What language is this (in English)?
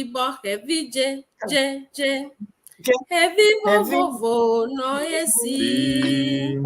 Ewe